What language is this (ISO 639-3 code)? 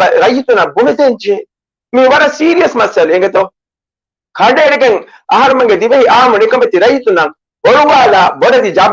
div